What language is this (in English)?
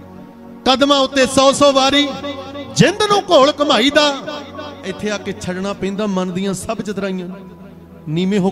Punjabi